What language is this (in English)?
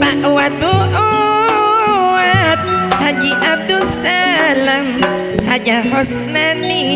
Madurese